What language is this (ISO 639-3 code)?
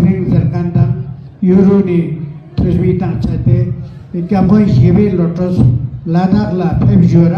lbj